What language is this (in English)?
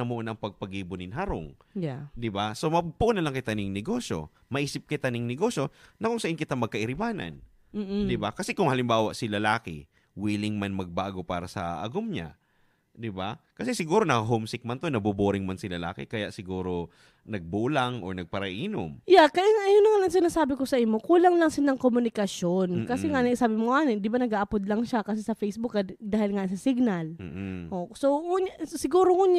Bikol